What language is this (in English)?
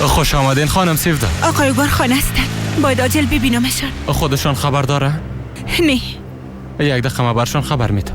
Persian